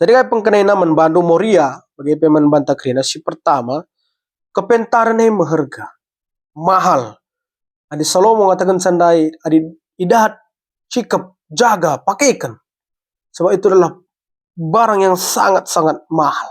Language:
Batak Karo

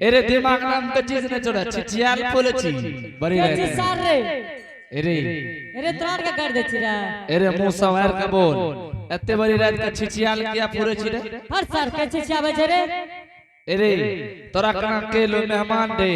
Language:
Angika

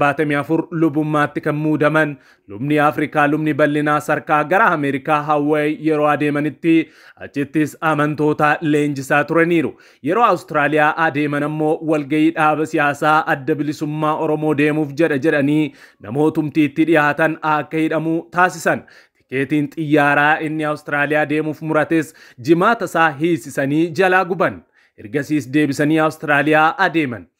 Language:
Oromo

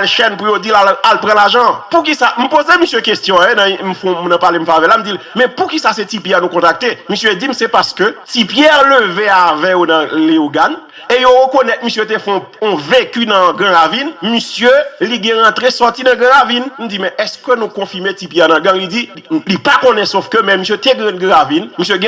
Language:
Haitian Creole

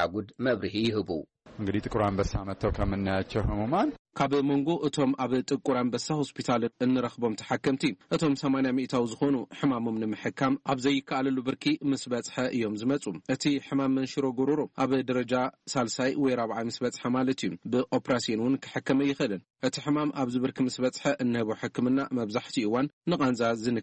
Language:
Tigrinya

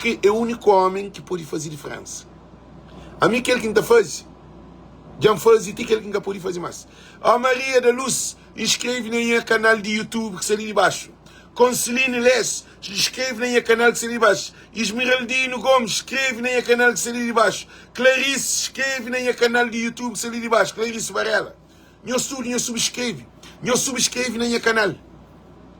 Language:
Kabuverdianu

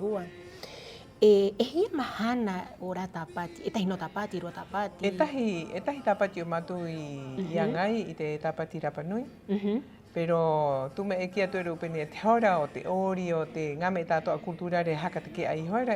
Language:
Rapanui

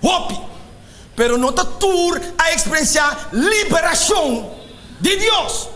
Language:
Papiamento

